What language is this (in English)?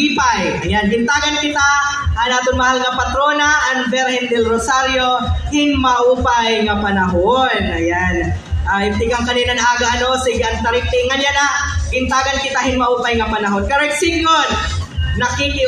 Waray